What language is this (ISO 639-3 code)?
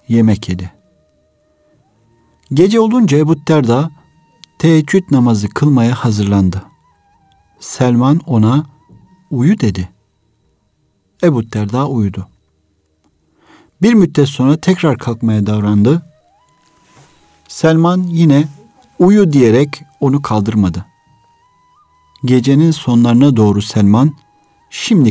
tur